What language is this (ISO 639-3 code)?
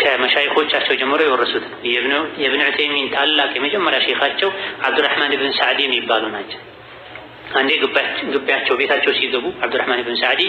amh